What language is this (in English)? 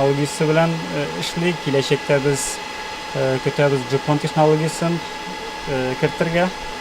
Tatar